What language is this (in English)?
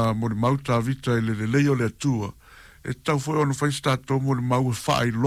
Samoan